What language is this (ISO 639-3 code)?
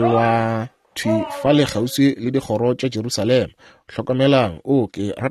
nso